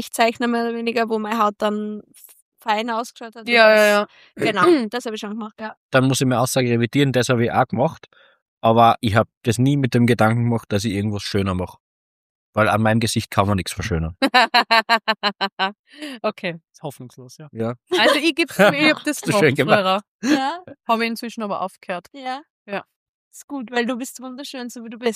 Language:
German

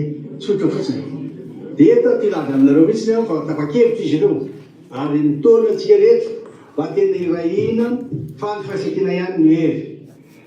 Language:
Malagasy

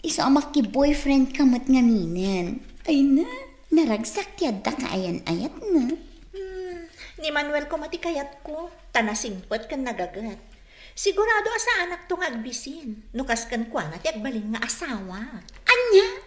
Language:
Iloko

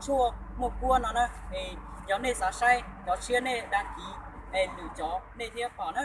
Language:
Hmong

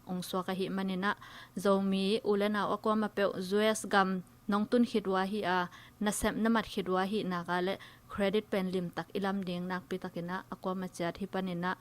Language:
Tedim Chin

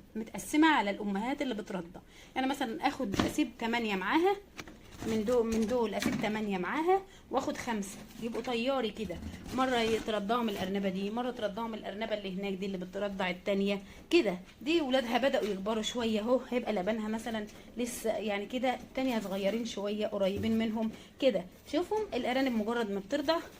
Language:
Egyptian Arabic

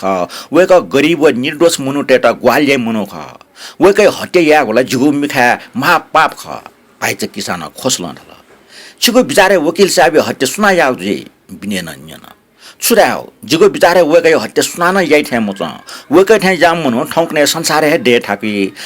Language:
Newari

